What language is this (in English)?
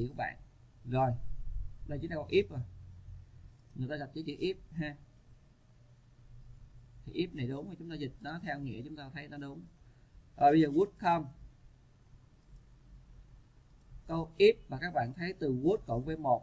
Vietnamese